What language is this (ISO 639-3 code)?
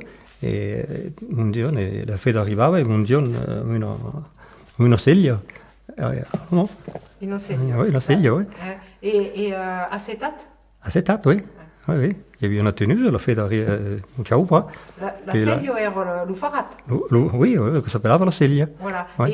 oci